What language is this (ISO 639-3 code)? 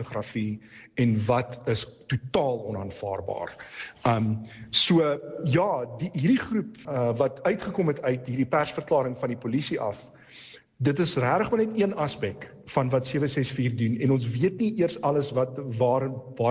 afr